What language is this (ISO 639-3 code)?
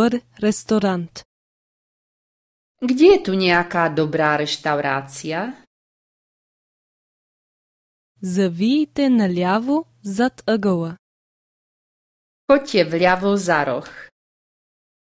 bul